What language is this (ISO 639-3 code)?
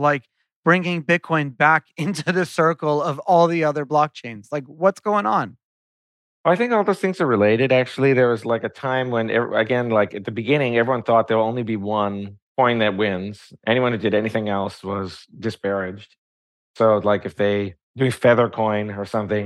eng